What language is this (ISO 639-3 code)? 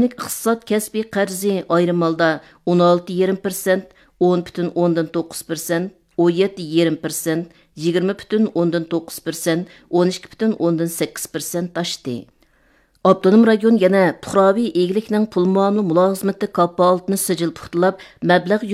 uig